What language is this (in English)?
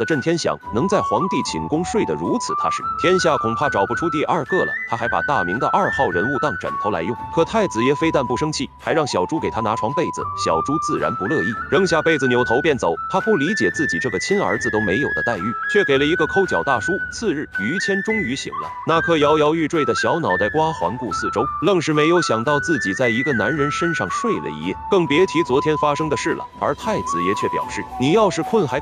Chinese